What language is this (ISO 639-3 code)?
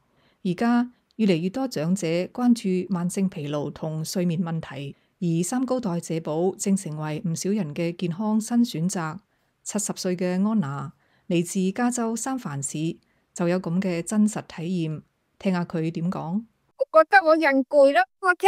yue